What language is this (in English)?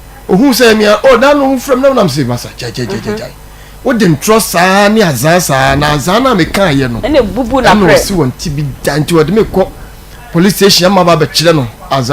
Akan